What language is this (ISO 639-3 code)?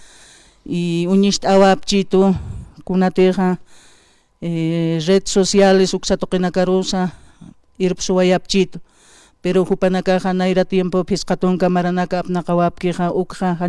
aym